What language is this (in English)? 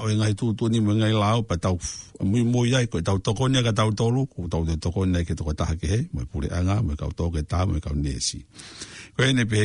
Tongan